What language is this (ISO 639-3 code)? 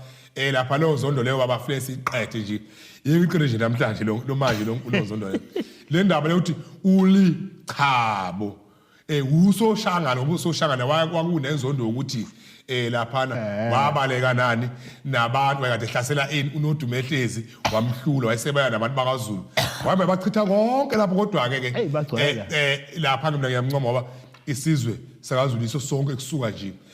zul